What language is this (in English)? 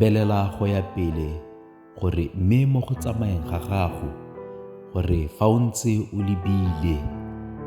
Tswana